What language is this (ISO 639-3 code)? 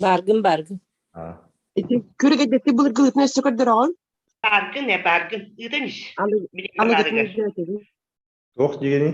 sah